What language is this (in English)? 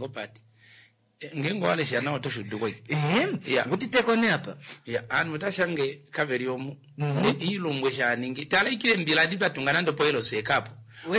Kuanyama